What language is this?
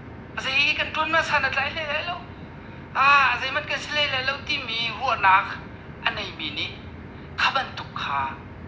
Hakha Chin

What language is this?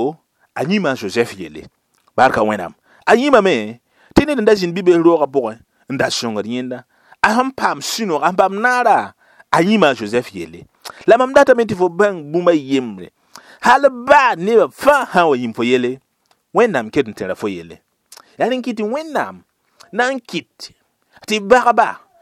Mossi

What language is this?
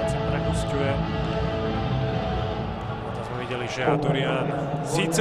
Slovak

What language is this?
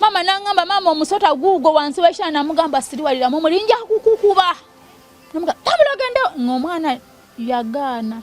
Ganda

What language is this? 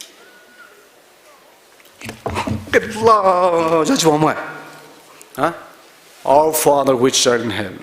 Poumei Naga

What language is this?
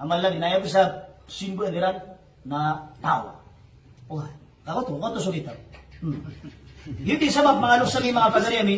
Maranao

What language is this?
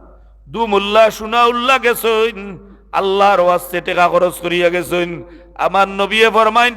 Sylheti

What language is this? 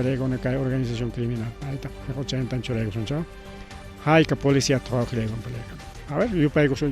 Ayacucho Quechua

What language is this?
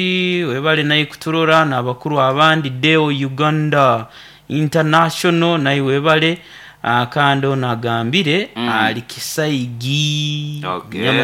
Nyoro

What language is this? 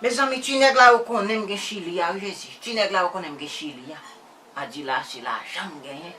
Haitian Creole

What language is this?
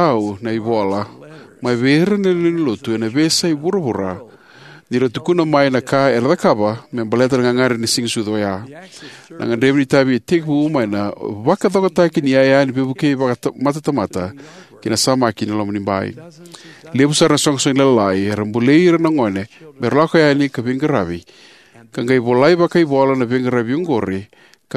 Fijian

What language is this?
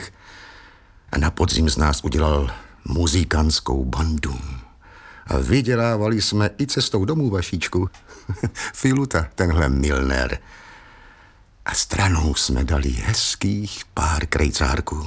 Czech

